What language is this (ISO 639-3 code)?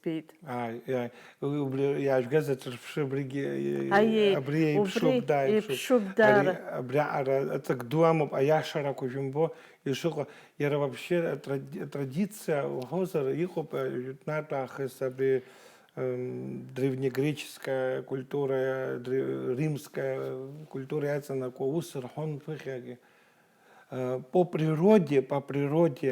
abk